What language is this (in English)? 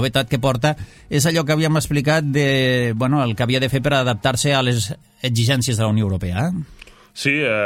Catalan